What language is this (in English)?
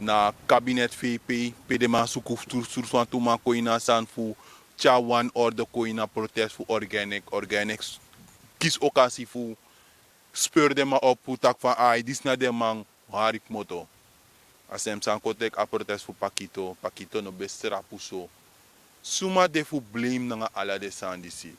Sranan Tongo